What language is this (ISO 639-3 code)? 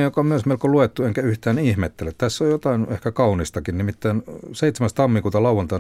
fin